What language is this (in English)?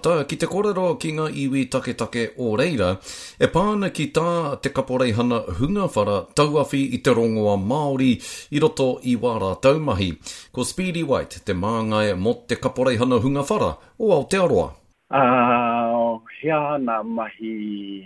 Māori